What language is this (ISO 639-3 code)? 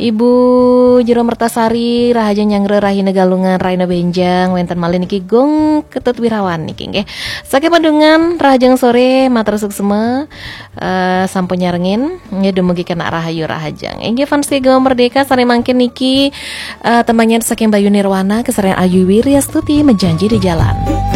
ban